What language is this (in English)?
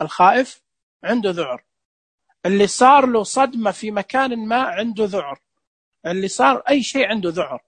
Najdi Arabic